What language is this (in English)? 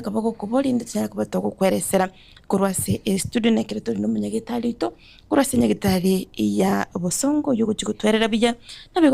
Gusii